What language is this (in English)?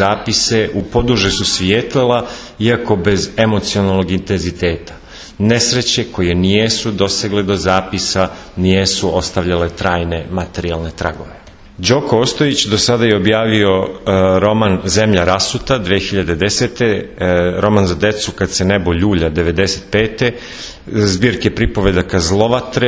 Serbian